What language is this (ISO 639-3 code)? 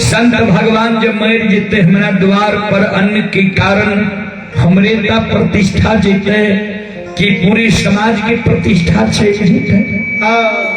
mai